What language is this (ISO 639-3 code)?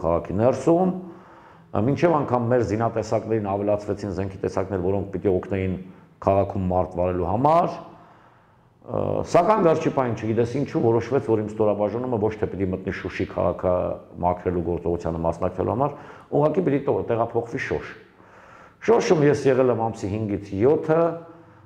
hye